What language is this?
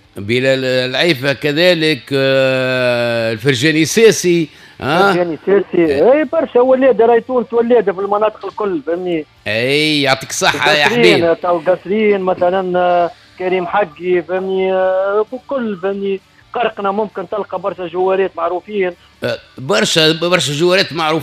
Tunisian Arabic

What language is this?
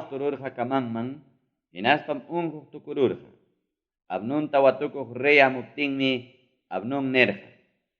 Ayacucho Quechua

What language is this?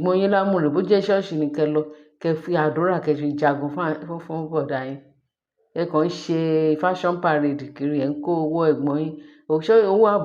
Yoruba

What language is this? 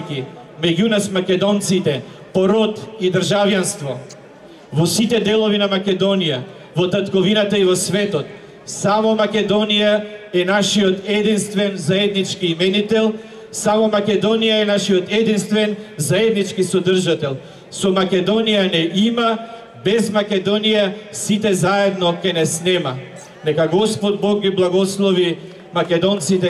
Macedonian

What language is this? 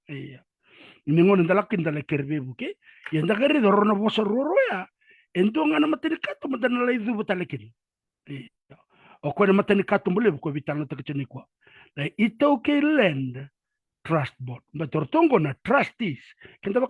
Fijian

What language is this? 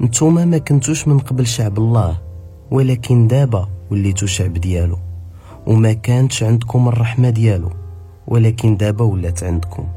Moroccan Arabic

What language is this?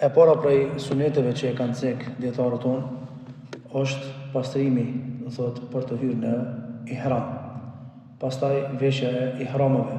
Albanian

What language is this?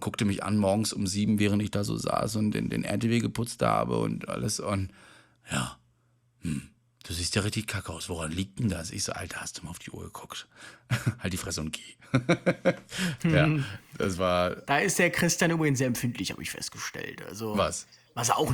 German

